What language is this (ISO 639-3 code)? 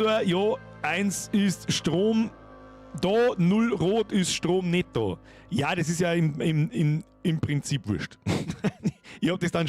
bar